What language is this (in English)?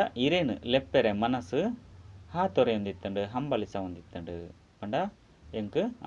Tulu